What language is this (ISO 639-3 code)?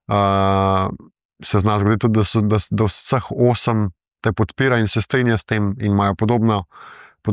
slv